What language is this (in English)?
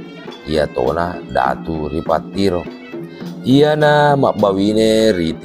Buginese